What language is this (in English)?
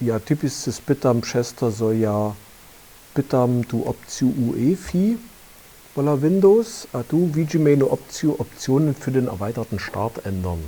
Upper Sorbian